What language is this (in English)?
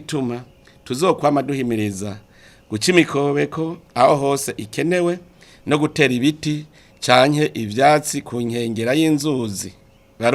Rundi